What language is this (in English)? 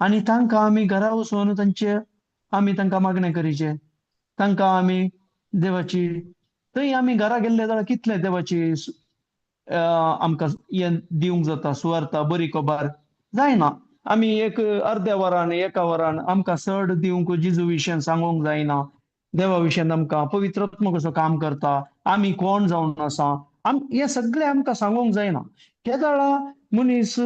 Konkani